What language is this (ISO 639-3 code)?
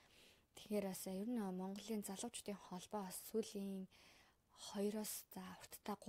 mon